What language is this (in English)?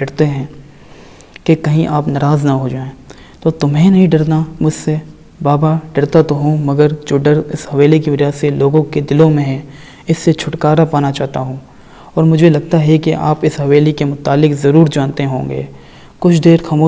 Urdu